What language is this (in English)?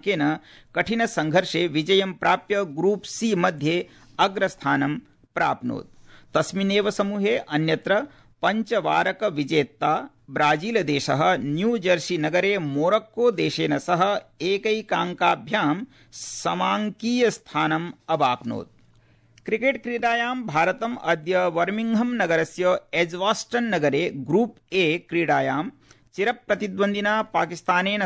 Sanskrit